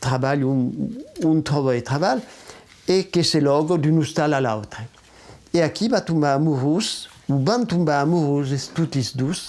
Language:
Occitan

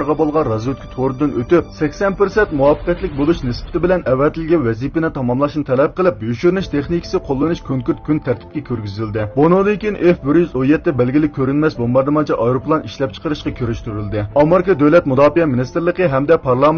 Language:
Uyghur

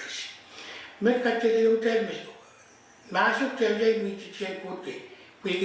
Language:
Pohnpeian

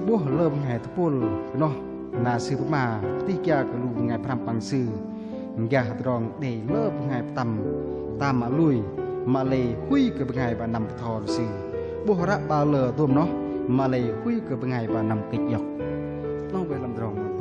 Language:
Bahnar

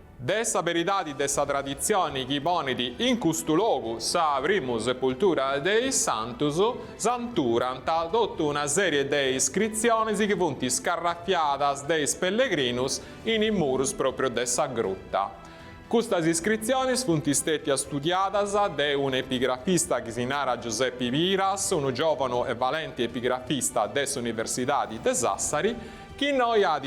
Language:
Sardinian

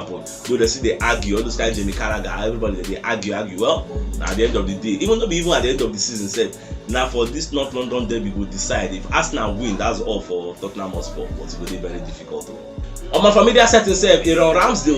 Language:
Nigerian Pidgin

